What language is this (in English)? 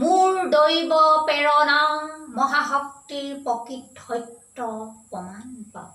Assamese